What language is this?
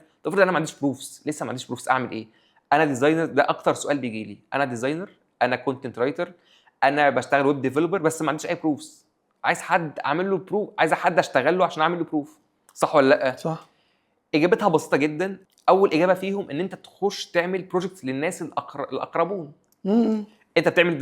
Egyptian Arabic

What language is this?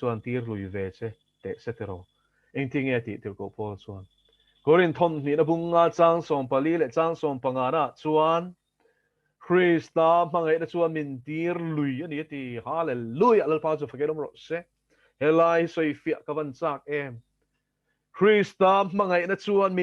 Mizo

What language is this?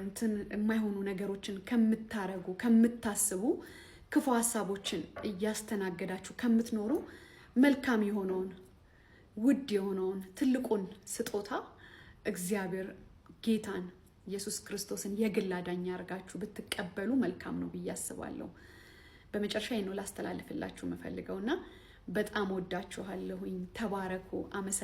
Amharic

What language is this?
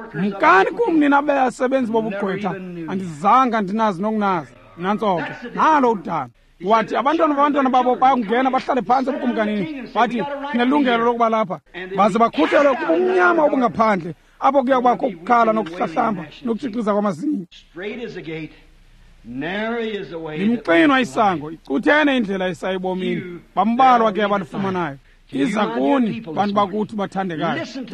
Xhosa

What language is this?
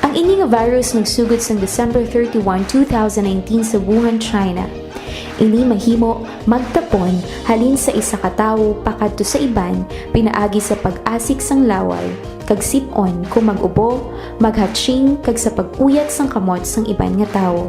Hiligaynon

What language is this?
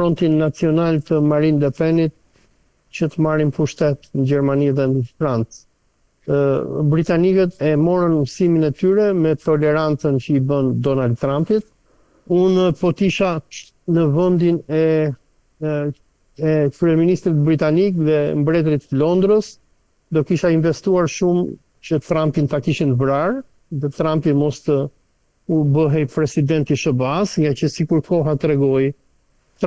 Albanian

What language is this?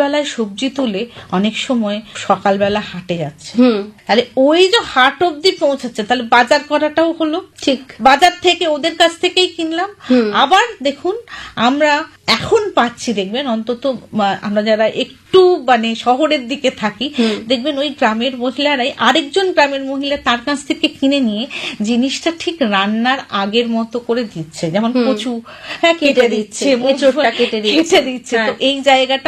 Bangla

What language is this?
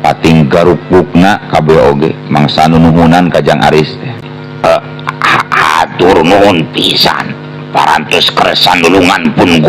Sundanese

